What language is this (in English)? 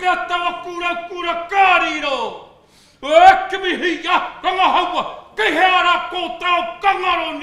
Māori